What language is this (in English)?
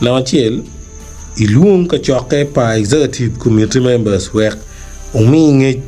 Acoli